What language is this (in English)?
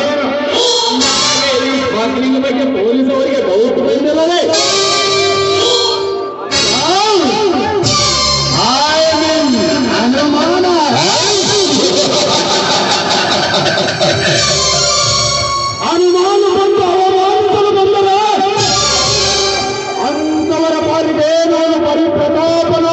Kannada